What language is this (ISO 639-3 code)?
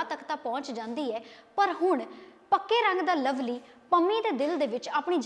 pan